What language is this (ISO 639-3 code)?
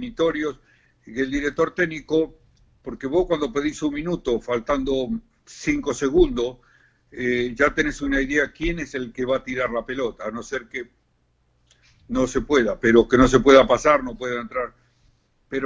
spa